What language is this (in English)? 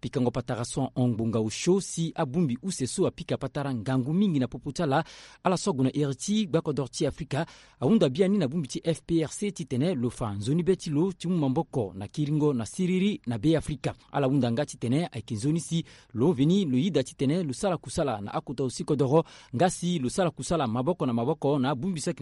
Sango